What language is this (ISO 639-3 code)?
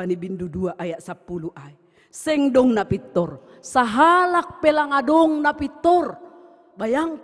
bts